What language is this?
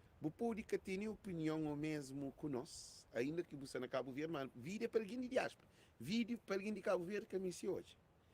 Kabuverdianu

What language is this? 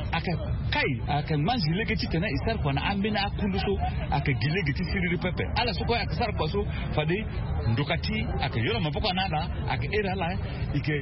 Sango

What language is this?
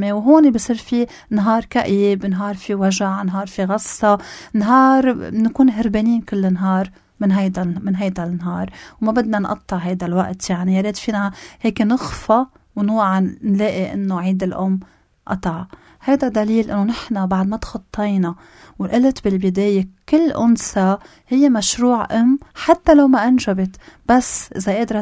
North Levantine Arabic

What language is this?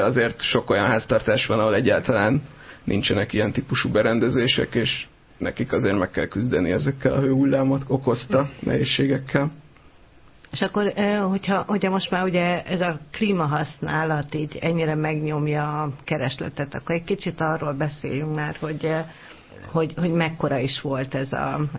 Hungarian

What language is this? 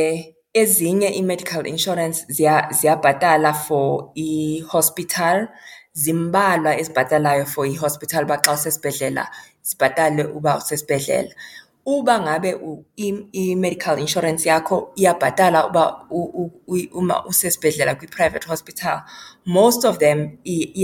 Xhosa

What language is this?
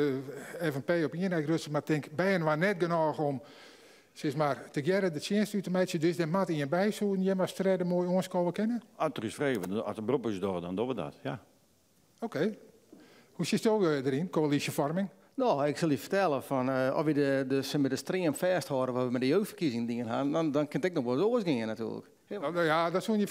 Western Frisian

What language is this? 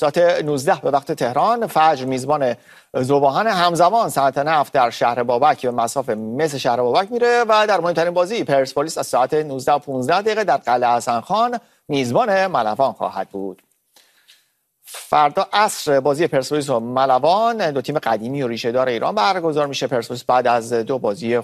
Persian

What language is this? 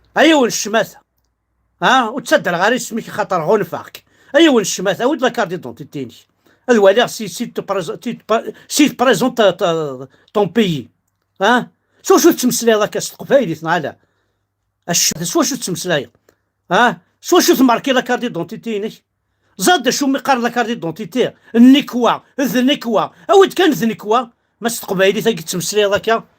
Kabyle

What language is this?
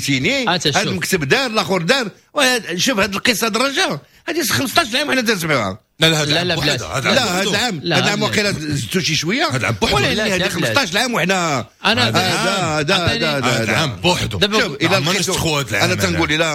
Moroccan Arabic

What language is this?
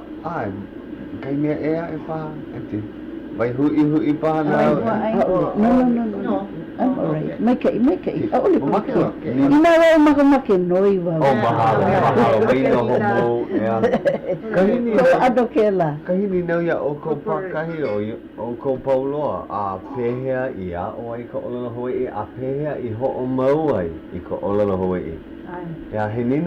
Hawaiian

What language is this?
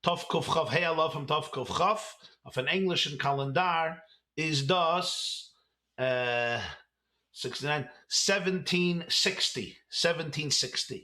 Yiddish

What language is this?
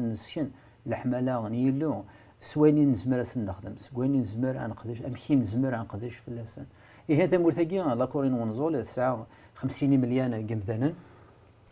Kabyle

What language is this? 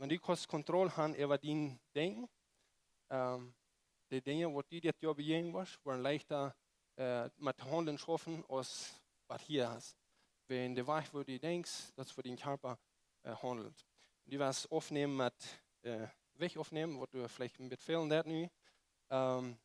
Plautdietsch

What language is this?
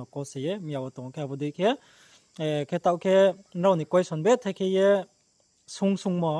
Riang (India)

